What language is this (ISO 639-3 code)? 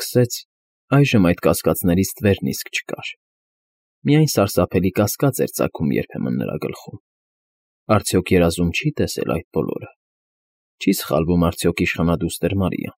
hye